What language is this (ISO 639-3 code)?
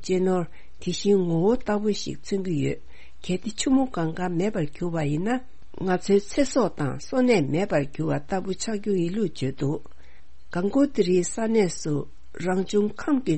bod